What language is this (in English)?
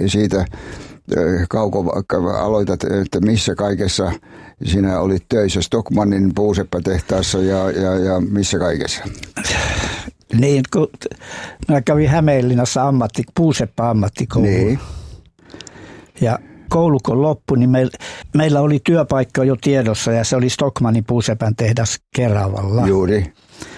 Finnish